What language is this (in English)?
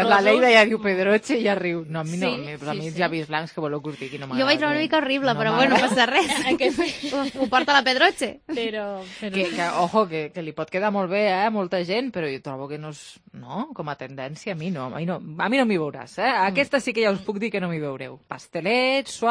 Catalan